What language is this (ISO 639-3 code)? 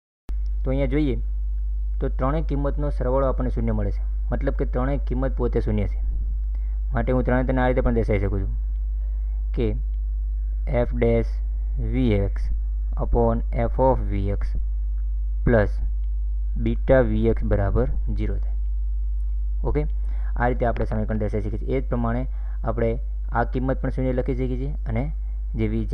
guj